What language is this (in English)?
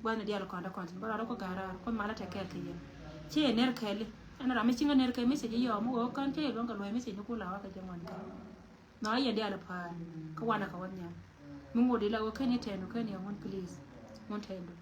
Nuer